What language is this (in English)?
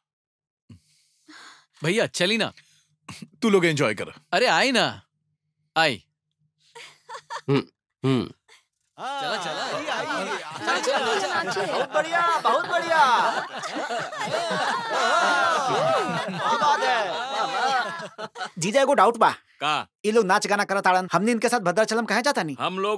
Bhojpuri